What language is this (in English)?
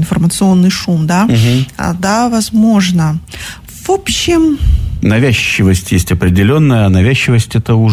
Russian